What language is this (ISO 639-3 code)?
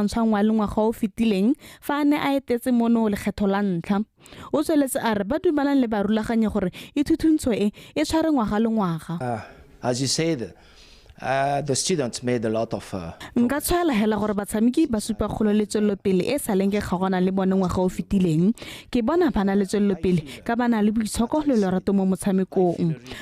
tsn